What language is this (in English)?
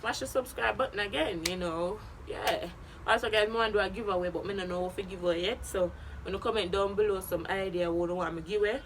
Jamaican Creole English